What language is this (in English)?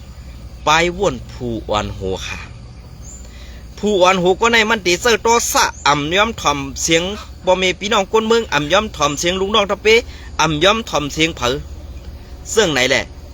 Shan